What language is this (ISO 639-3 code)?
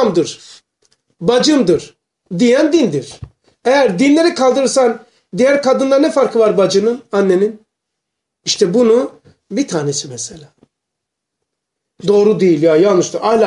tur